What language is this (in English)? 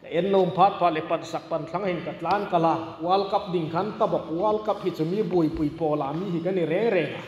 Hmar